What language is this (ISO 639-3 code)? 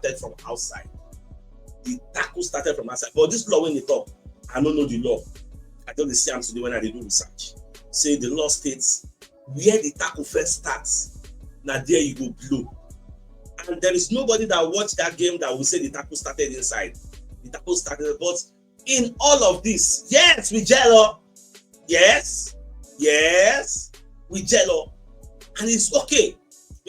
pcm